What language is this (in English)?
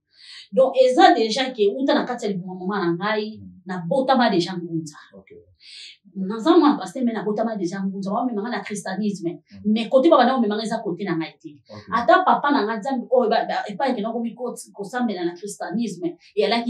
Lingala